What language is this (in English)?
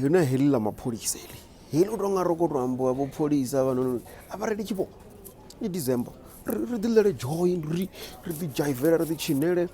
Venda